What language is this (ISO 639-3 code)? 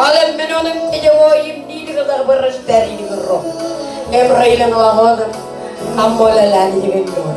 mah